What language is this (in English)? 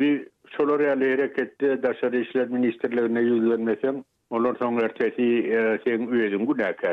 Turkmen